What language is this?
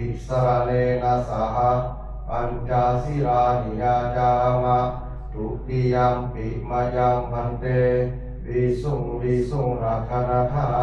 Pali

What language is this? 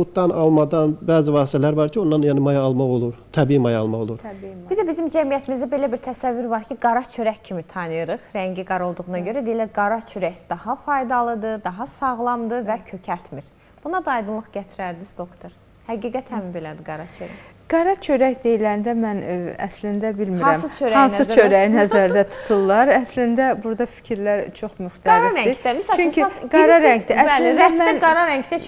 Azerbaijani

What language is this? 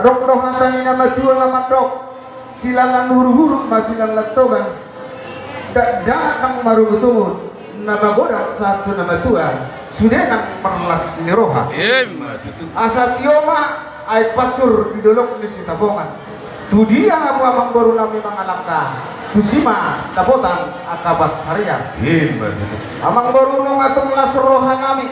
Batak Toba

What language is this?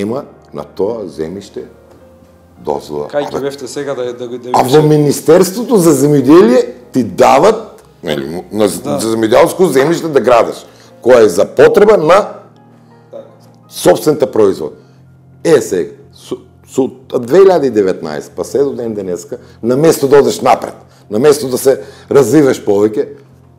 Macedonian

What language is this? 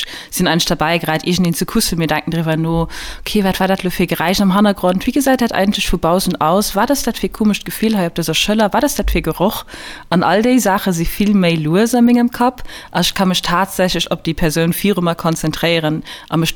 Luxembourgish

